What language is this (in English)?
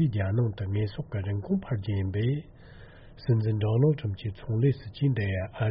Tibetan